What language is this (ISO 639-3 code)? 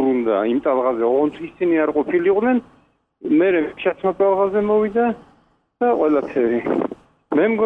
kat